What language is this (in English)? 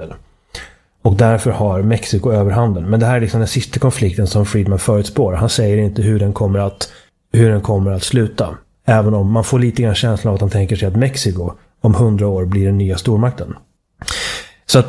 Swedish